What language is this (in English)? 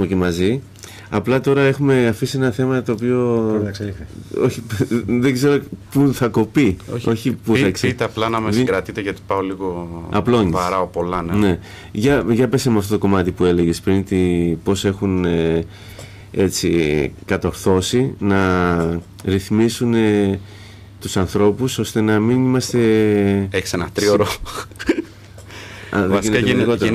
Greek